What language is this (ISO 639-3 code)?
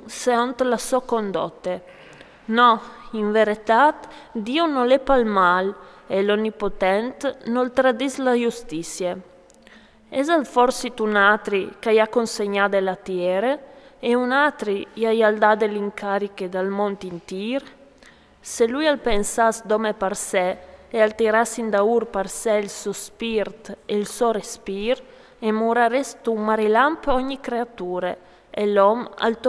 fur